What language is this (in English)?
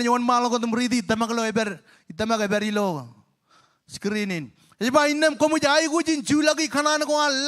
Marshallese